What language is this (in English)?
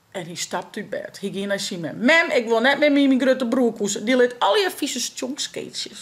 Western Frisian